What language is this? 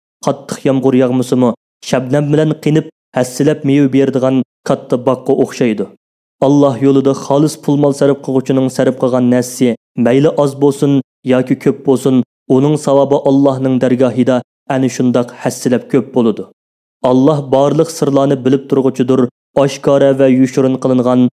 Uyghur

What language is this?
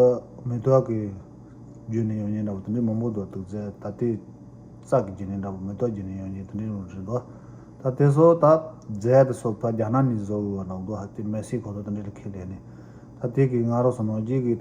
Tibetan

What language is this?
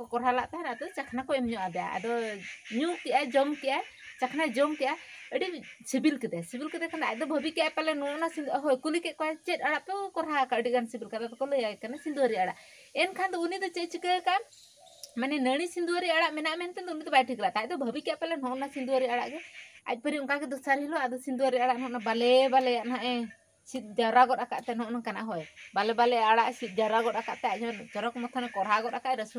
Santali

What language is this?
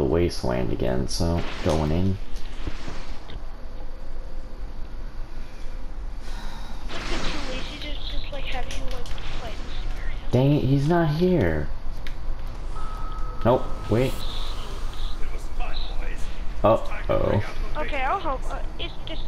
English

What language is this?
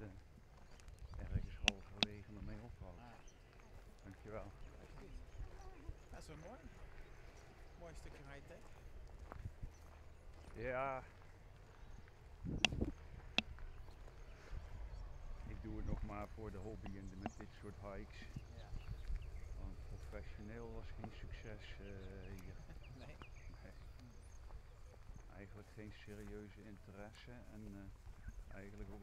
Dutch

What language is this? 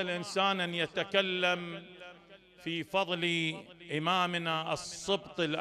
Mesopotamian Arabic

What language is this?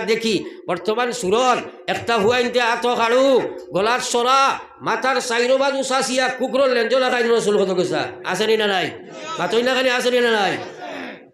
Sylheti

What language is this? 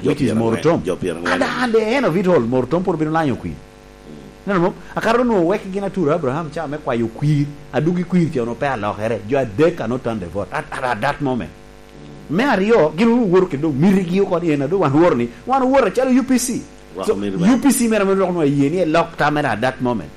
Lango (Uganda)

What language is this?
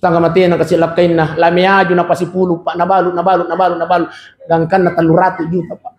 Buginese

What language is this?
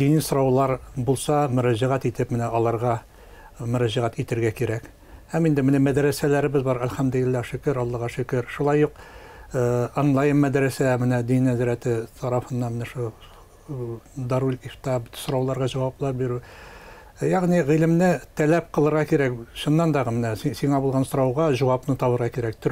Tatar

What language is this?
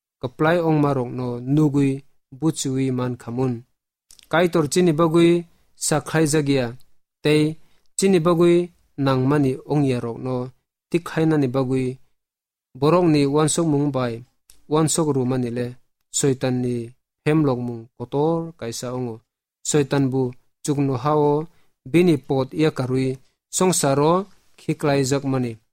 Kok Borok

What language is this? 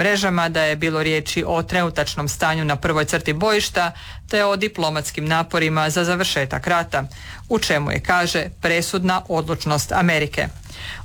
Croatian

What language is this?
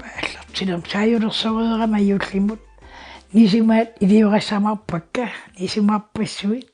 Kalaallisut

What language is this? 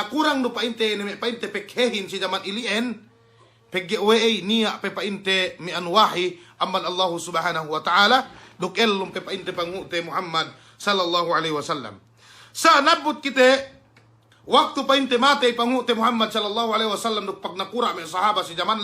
Yakan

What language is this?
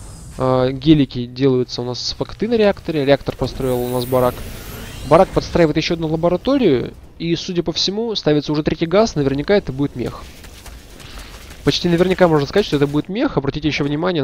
Russian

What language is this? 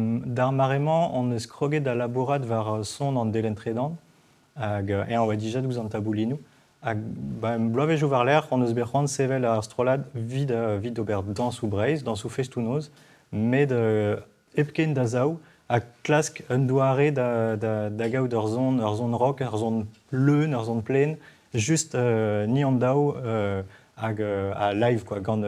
Breton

